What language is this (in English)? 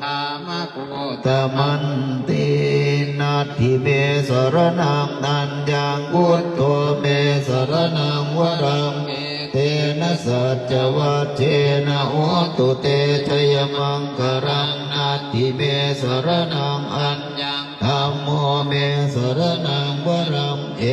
Pali